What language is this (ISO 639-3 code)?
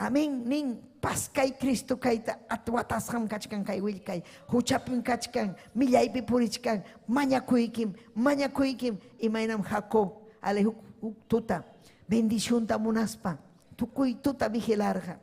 quy